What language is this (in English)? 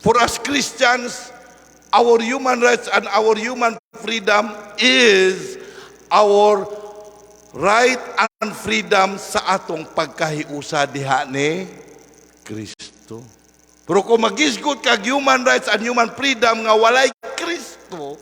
Cebuano